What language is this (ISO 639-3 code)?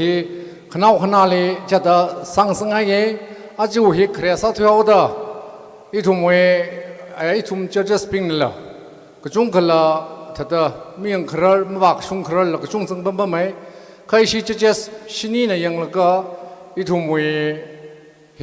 nmf